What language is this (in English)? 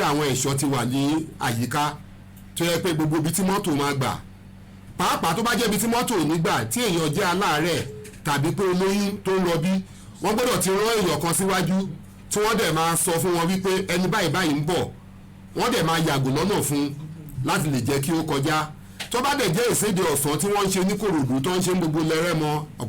Yoruba